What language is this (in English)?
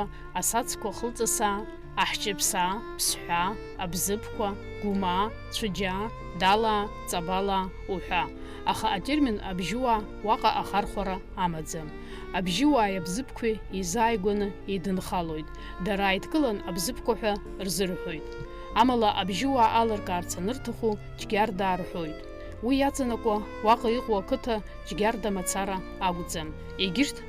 Abkhazian